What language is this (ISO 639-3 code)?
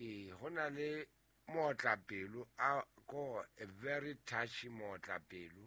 sot